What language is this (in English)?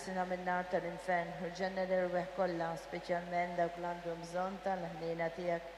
Maltese